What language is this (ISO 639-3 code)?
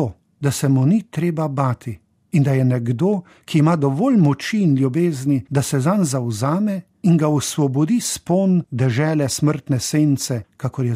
slv